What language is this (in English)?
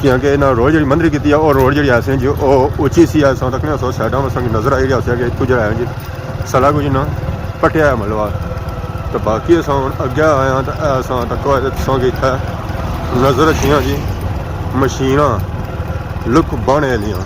Pahari-Potwari